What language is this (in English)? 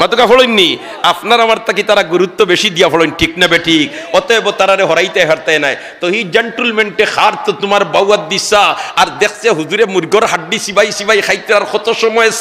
Sylheti